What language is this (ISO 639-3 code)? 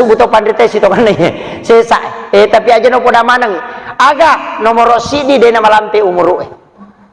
bug